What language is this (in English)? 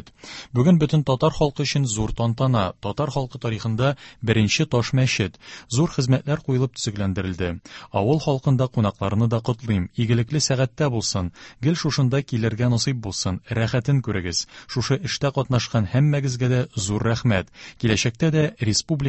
Tatar